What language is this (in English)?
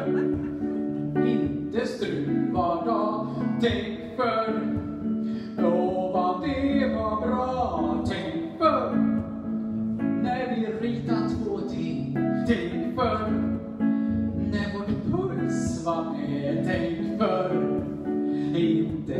Swedish